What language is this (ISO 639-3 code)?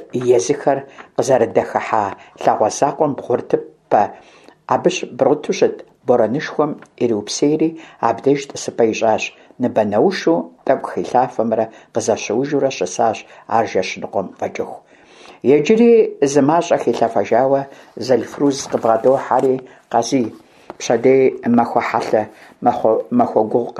kbd